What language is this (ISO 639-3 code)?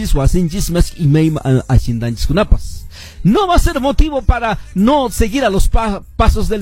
que